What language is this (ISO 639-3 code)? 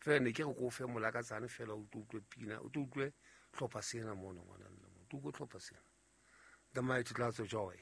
sot